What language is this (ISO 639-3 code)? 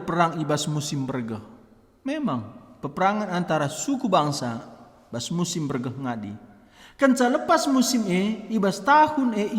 btx